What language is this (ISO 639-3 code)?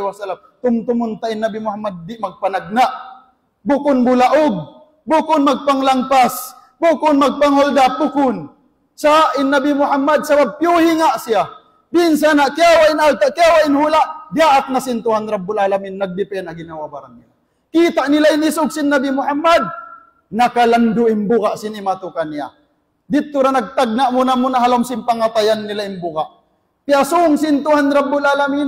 tsg